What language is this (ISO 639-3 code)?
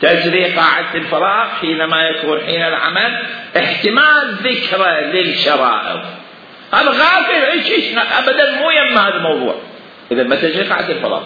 acm